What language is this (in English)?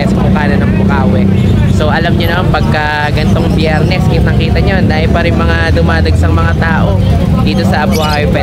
Filipino